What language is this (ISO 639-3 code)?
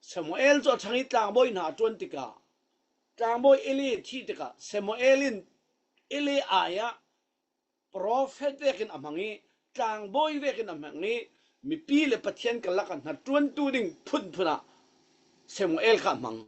cfm